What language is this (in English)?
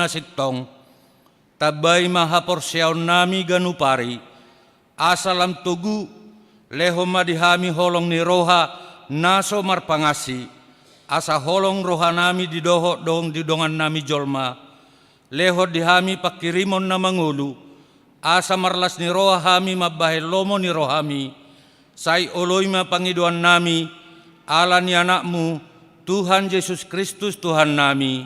Batak Toba